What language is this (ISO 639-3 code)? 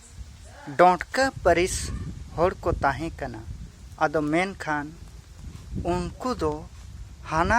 sat